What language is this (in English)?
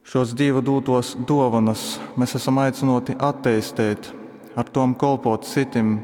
Latgalian